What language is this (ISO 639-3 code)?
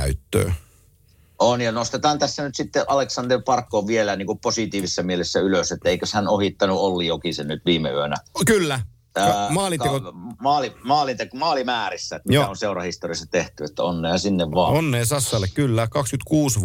fin